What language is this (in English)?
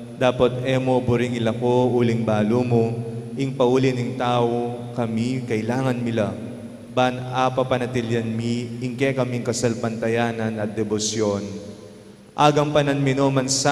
Pampanga